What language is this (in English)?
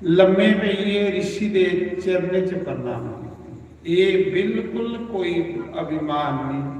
Dogri